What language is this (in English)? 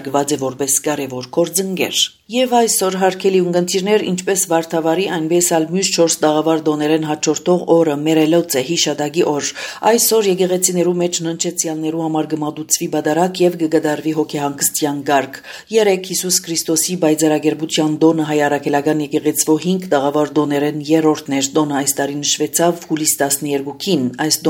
Armenian